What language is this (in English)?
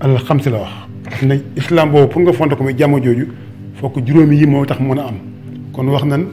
Wolof